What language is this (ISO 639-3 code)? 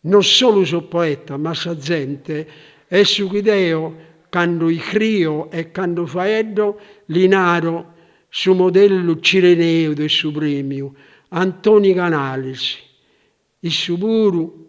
srd